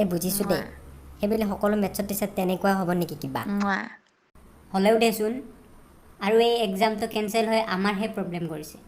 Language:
Assamese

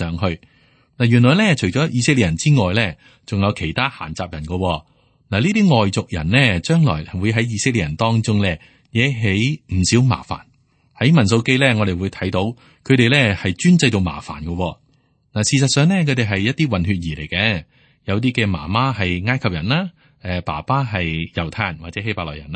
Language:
Cantonese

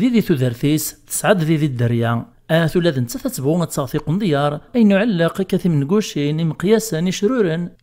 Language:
Kabyle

